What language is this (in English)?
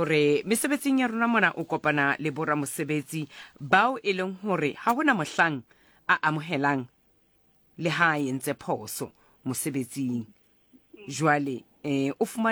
Southern Sotho